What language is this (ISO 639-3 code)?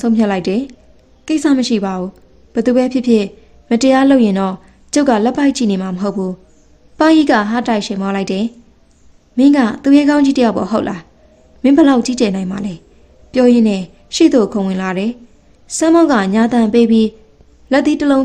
mya